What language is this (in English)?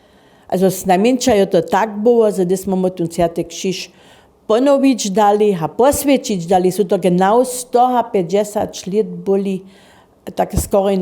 Upper Sorbian